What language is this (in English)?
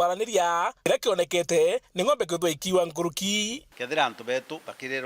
Meru